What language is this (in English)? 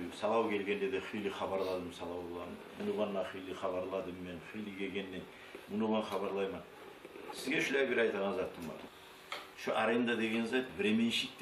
Kumyk